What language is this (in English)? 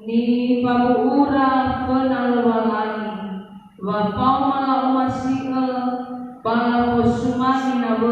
Nias